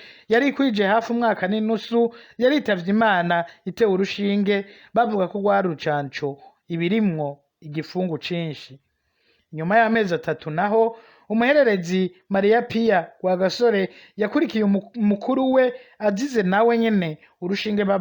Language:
Rundi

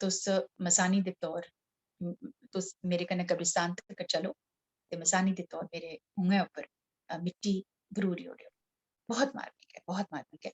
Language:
Dogri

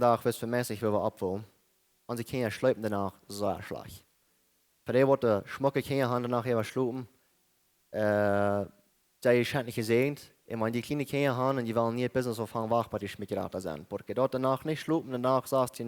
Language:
Plautdietsch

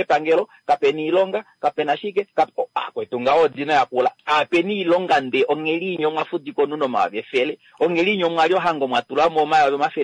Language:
Kuanyama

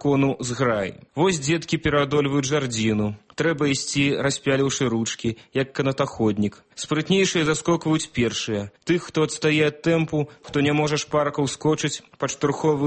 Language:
Belarusian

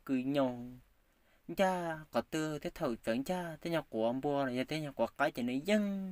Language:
Hmong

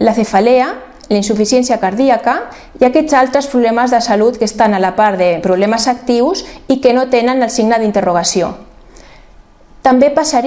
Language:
Catalan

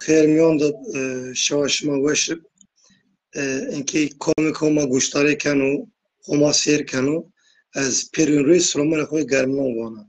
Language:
Zaza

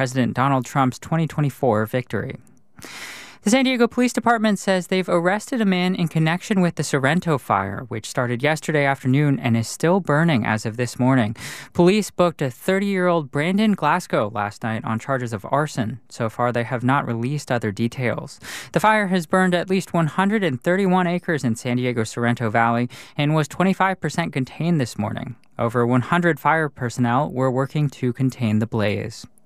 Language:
English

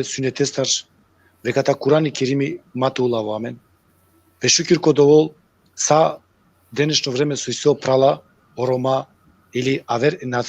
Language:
Balkan Romani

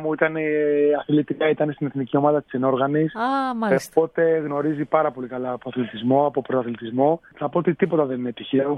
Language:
Greek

